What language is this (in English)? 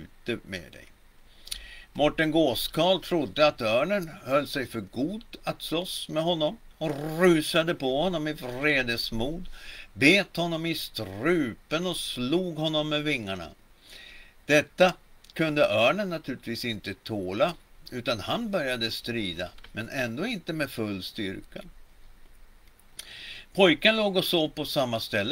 Swedish